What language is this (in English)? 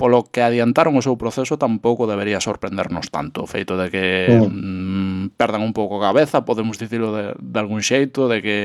Galician